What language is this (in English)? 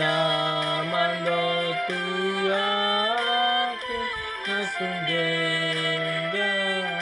Batak Toba